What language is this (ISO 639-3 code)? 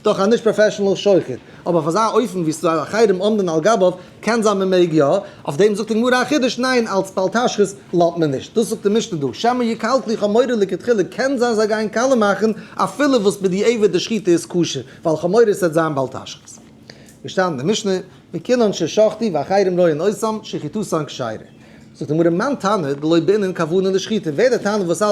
yid